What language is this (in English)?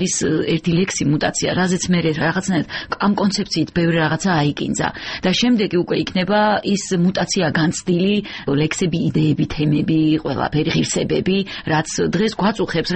Georgian